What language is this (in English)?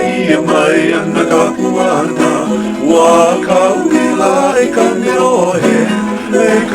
Hawaiian